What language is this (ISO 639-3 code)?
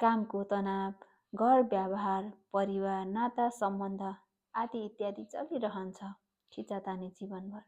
nep